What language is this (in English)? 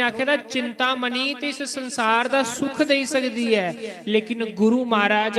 Dogri